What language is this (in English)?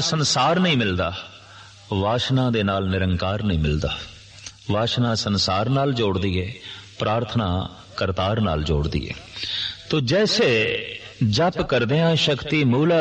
Punjabi